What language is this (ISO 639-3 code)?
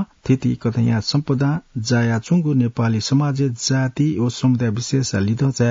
new